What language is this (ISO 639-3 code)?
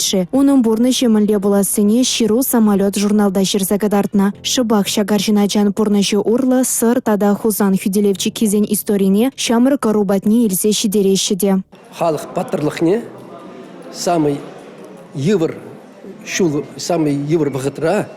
chv